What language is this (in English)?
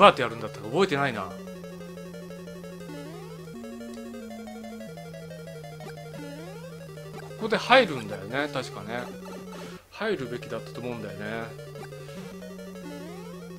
Japanese